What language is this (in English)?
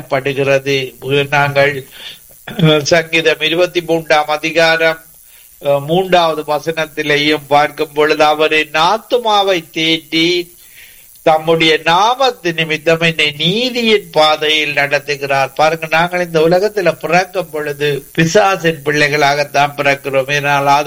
Tamil